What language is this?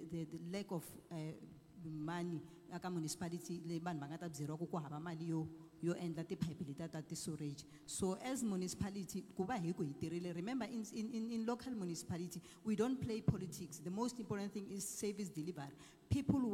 Tsonga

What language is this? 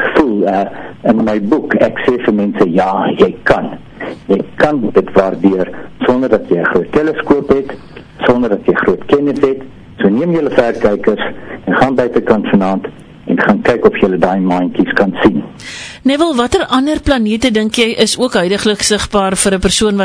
Afrikaans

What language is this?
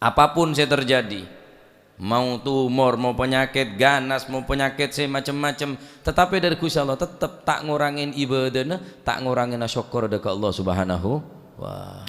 Madurese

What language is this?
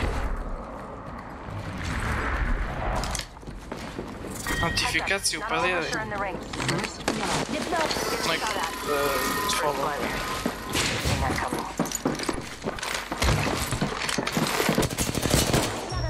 Croatian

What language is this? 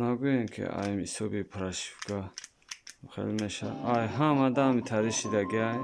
Tajik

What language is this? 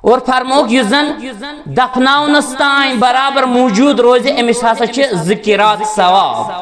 Kashmiri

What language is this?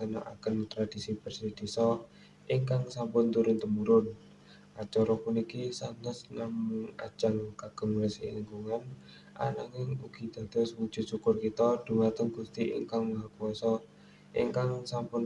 Javanese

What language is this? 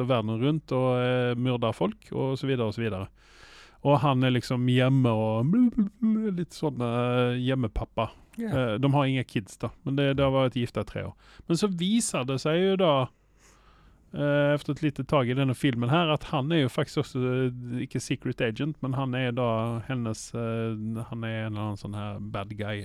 Norwegian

